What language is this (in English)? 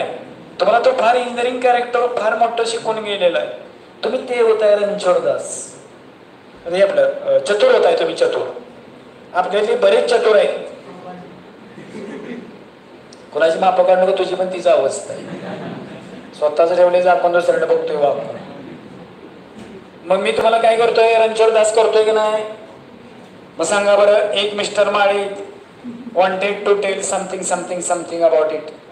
Marathi